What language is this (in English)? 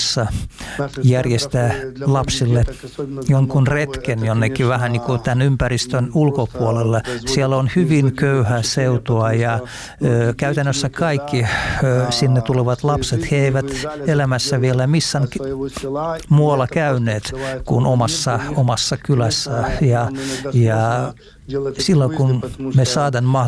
Finnish